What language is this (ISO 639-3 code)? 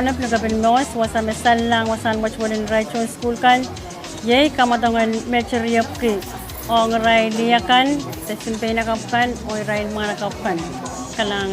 pon